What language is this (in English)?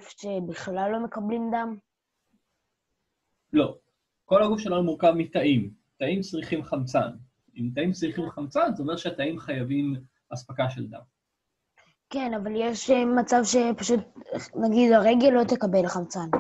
Hebrew